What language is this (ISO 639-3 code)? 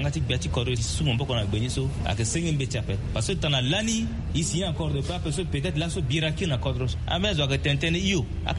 sag